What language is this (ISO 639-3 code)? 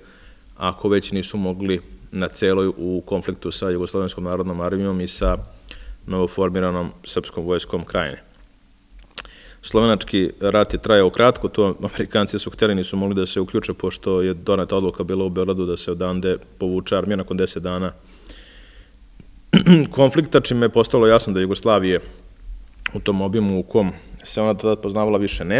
srp